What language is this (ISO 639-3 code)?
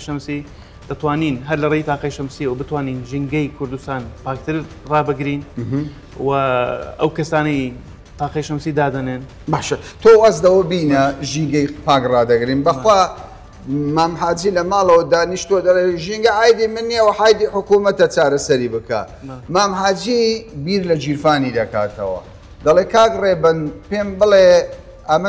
ckb